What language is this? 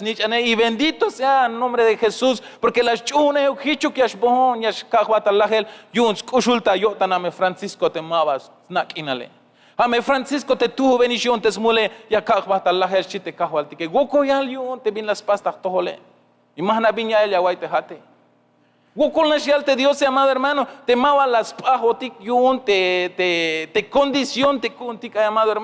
Tzeltal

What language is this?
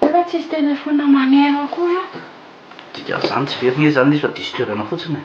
Malagasy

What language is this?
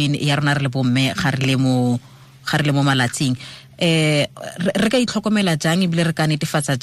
Tswana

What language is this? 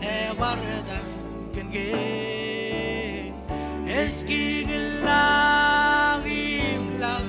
Marshallese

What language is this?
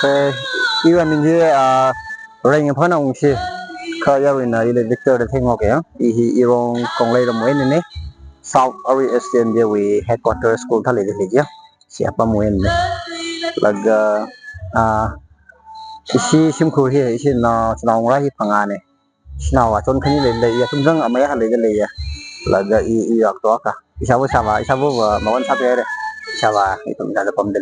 Tangkhul Naga (India)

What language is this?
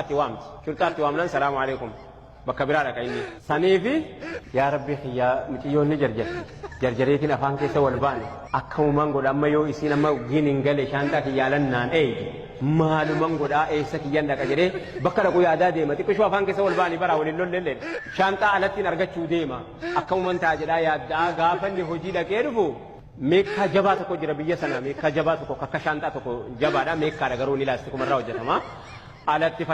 Oromo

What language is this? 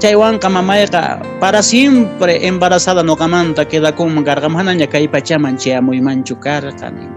Quechua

